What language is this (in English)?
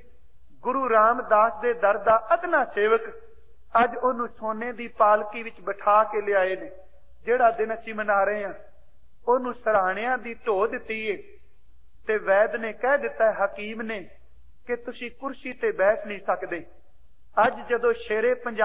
Punjabi